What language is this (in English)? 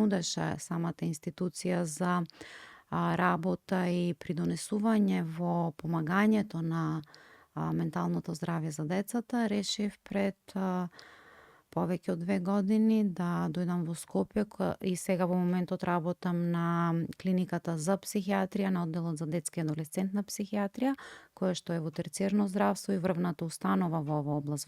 Macedonian